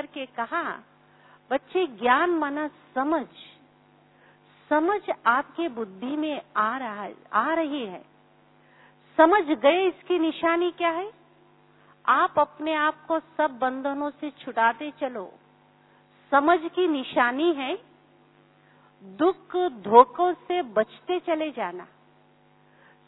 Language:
Hindi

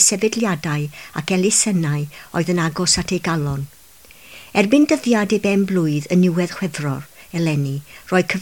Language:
Welsh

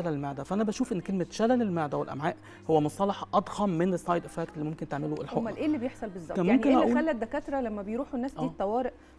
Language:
Egyptian Arabic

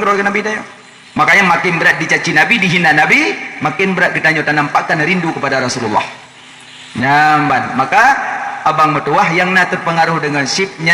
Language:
Achinese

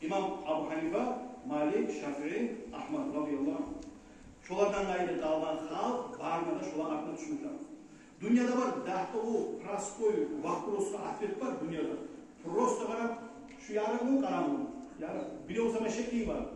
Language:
Kumyk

